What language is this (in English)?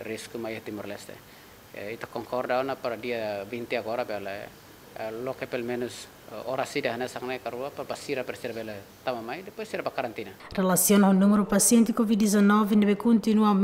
Tetum